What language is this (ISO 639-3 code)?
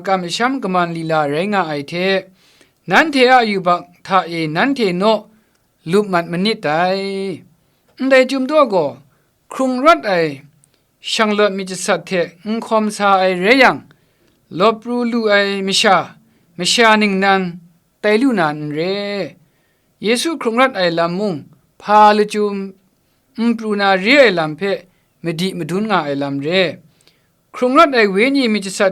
kac